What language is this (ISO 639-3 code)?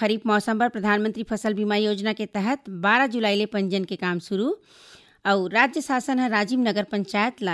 hne